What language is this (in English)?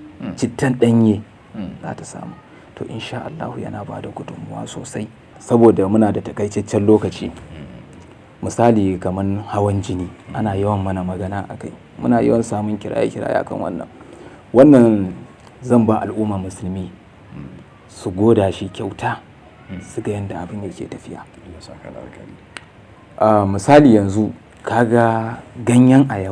Hausa